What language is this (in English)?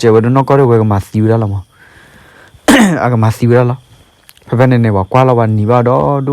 S'gaw Karen